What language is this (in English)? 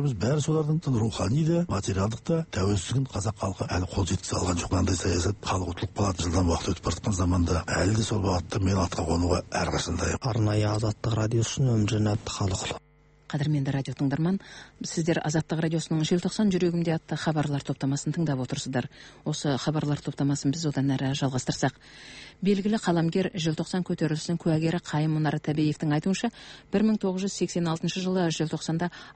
Kazakh